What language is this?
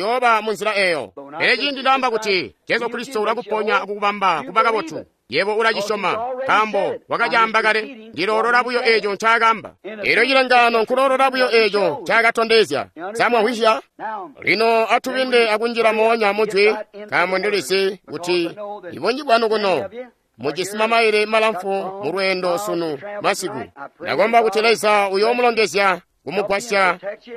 Tonga (Zambia)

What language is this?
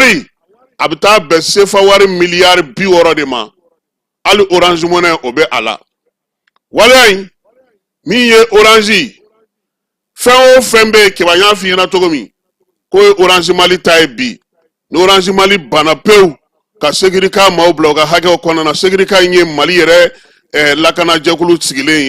Bambara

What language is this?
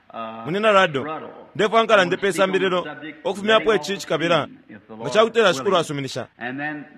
Bemba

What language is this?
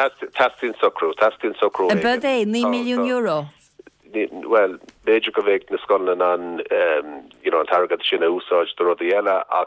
Irish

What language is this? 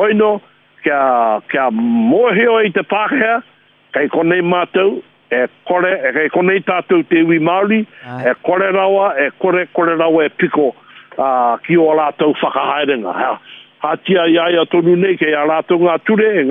Māori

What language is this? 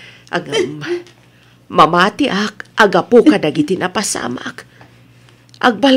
Iloko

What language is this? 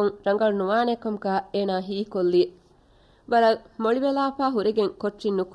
Divehi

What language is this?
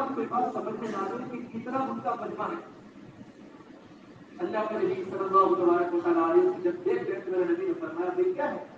Urdu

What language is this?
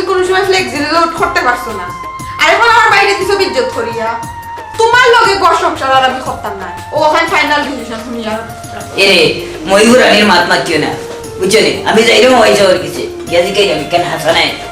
Sylheti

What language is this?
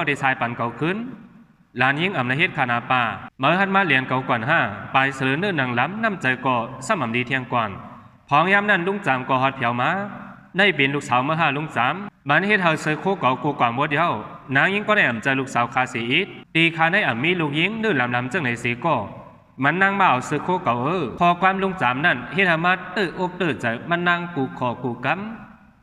Shan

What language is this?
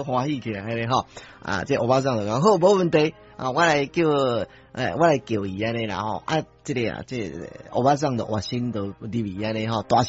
Min Nan Chinese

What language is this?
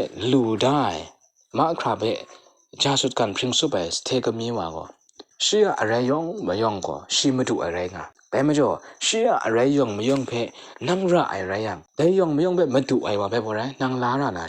Kachin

